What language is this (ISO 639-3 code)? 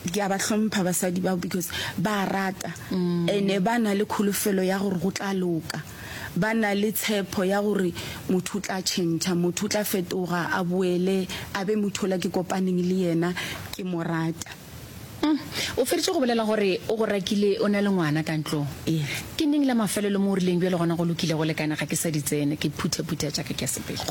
nso